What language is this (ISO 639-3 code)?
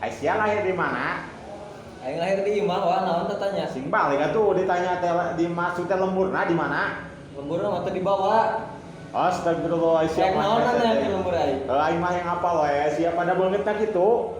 sun